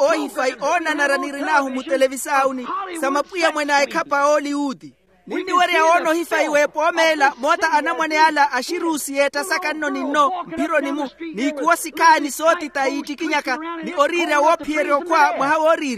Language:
Makhuwa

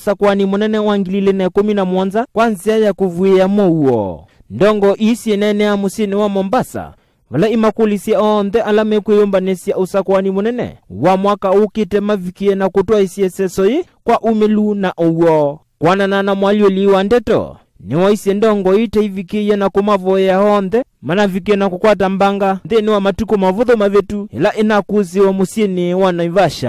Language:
Kamba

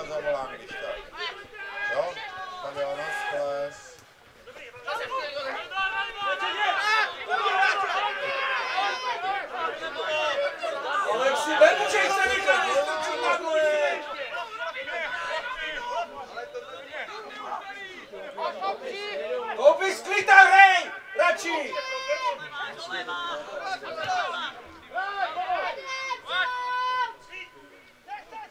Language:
Czech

